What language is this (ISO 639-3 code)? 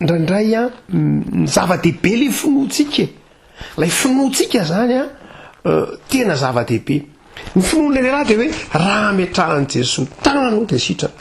mlg